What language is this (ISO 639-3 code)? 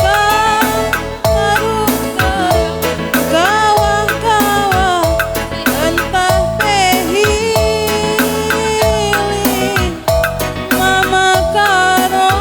btx